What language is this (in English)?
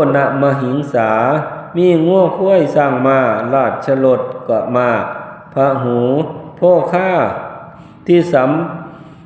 Northeastern Thai